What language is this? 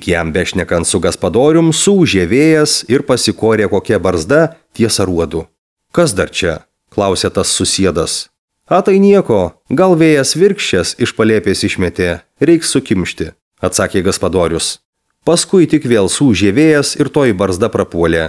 Lithuanian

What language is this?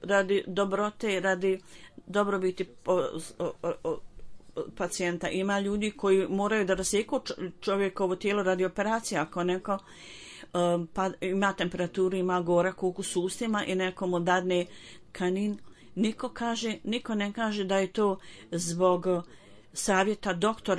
Bosnian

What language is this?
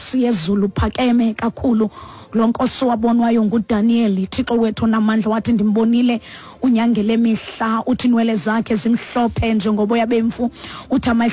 Xhosa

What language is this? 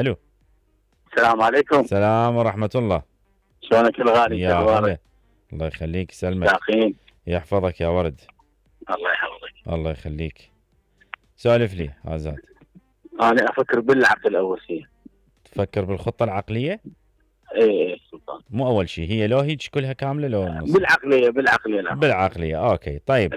Mesopotamian Arabic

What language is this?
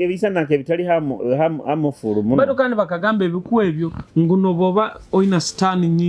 Nyoro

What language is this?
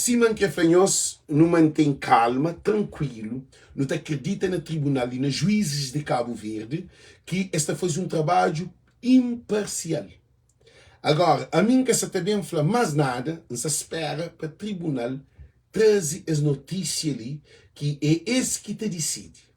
Kabuverdianu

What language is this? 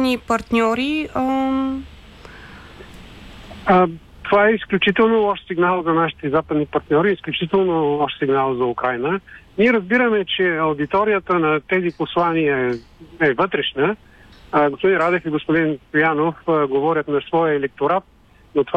Bulgarian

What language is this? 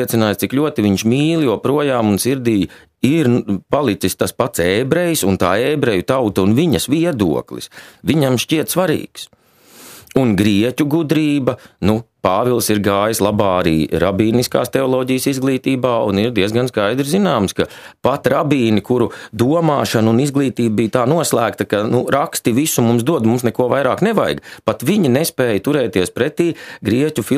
Latvian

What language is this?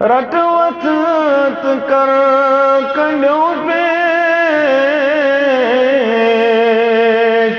Kashmiri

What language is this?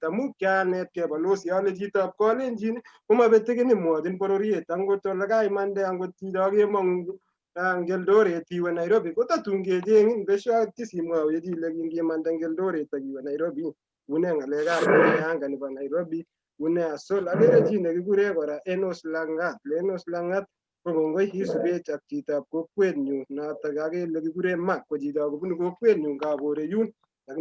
Kalenjin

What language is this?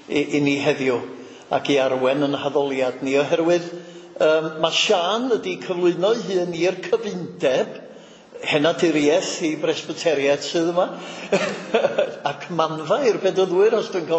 Welsh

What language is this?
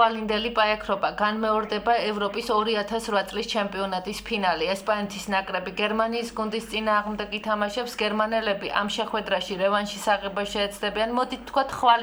Georgian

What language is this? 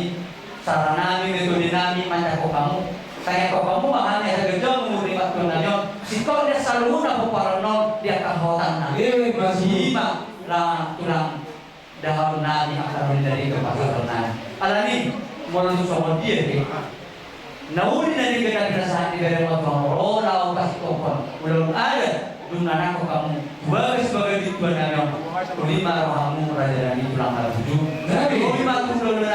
Batak Toba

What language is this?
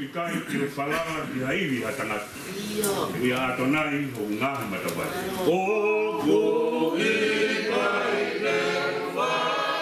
Tongan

